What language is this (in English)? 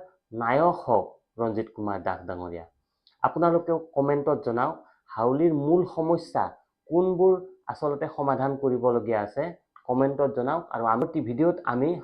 Assamese